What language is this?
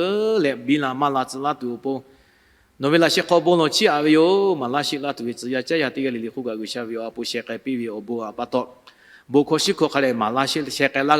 Lahu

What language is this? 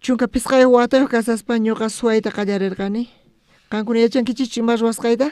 South Bolivian Quechua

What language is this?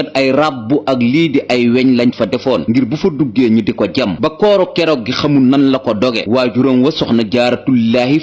Wolof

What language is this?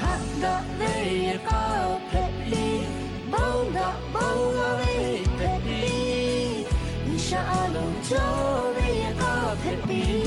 Lahu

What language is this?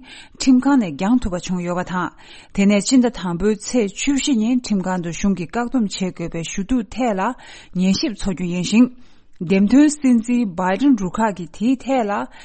Tibetan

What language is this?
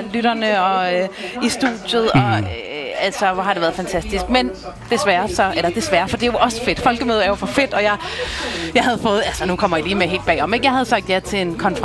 Danish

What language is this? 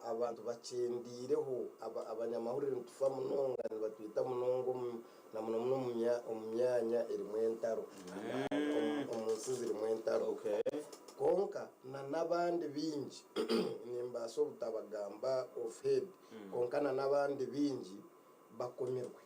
Nyankole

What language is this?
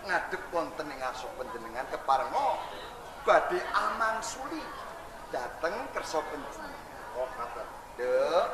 Javanese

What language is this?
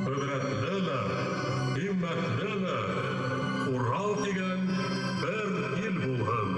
Bashkir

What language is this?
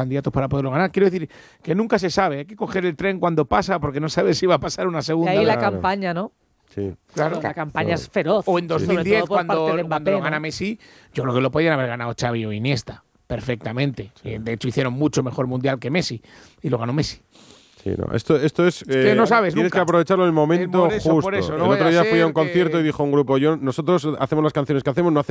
Spanish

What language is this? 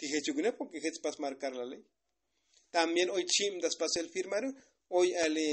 Tzotzil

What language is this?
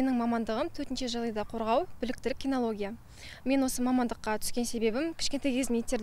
Kazakh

